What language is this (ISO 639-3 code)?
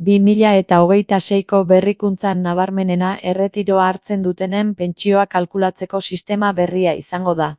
eus